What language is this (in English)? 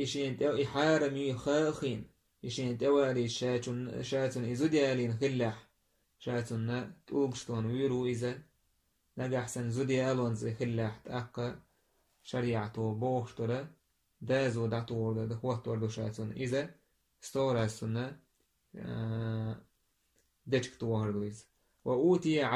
Chechen